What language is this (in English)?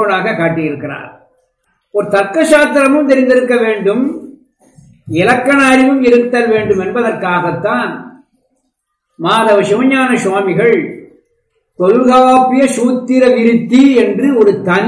Tamil